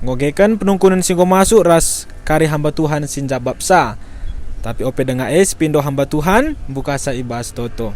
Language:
Batak Karo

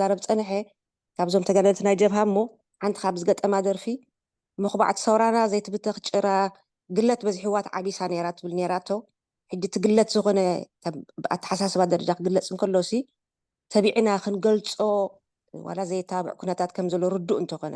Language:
Tigrinya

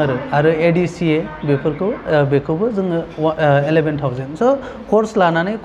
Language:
Bodo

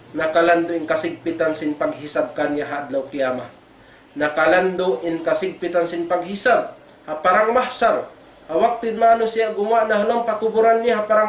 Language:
Tausug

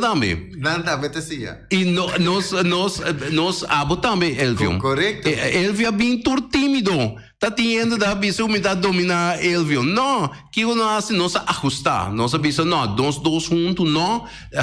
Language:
Papiamento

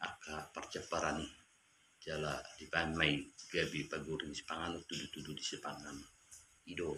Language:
Batak Toba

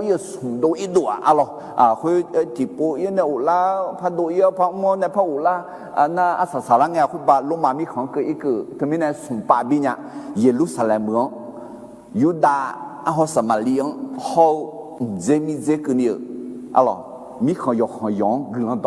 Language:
Akha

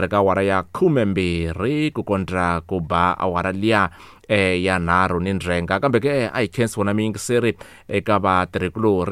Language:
Tsonga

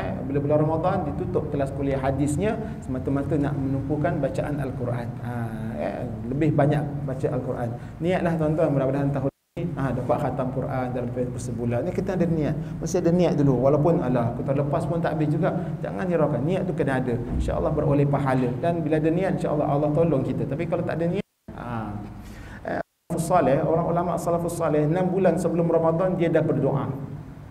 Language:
Malay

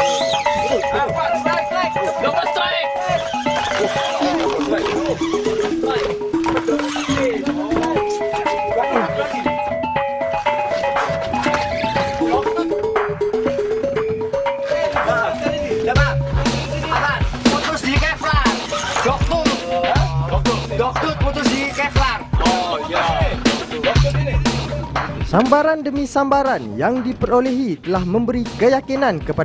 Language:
Malay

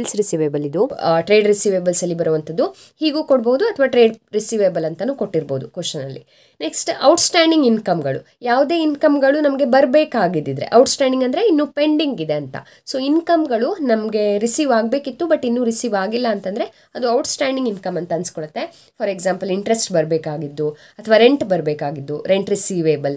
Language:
Kannada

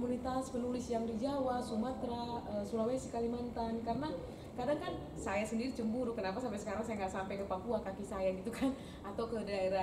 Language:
Indonesian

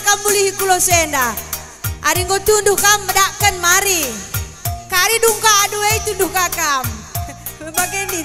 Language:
Batak Karo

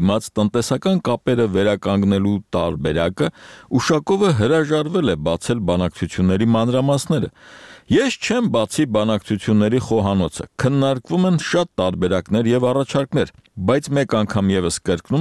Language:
Armenian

